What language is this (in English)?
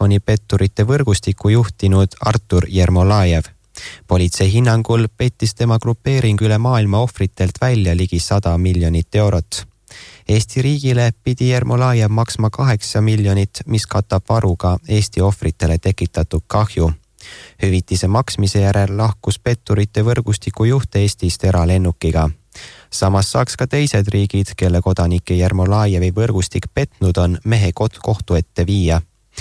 Estonian